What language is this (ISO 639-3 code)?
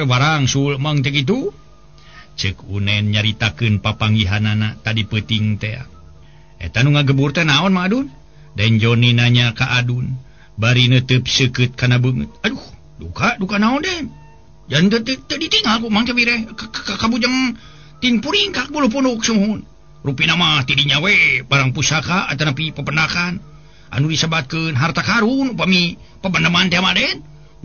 sun